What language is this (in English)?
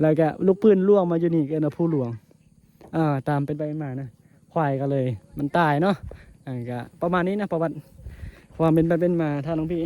Northeastern Thai